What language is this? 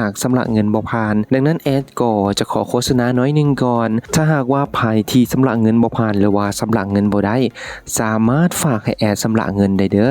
Lao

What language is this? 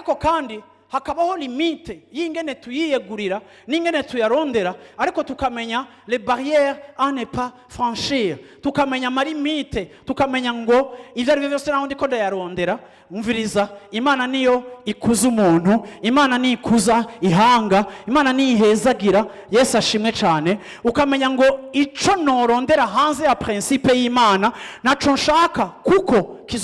Rundi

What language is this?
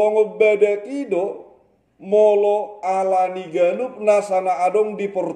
Batak Toba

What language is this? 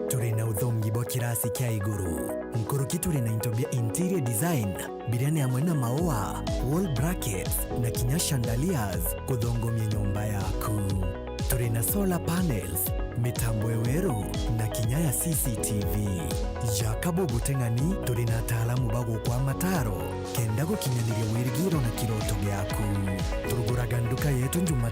Meru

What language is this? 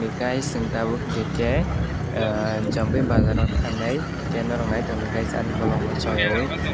Kok Borok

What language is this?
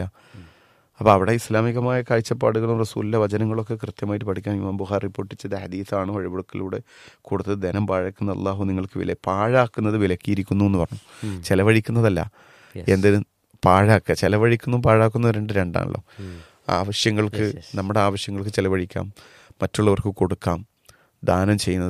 Malayalam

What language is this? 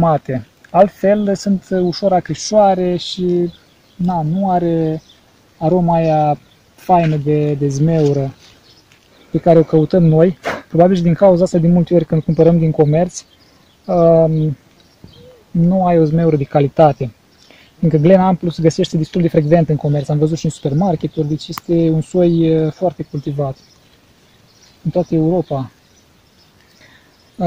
Romanian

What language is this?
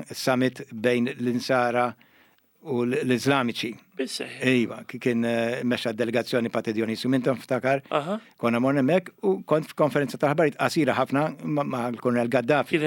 Maltese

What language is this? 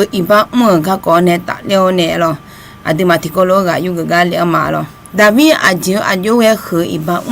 Akha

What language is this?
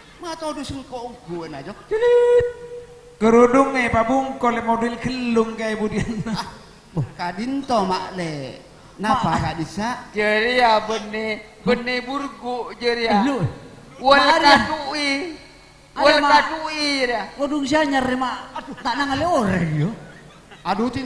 Madurese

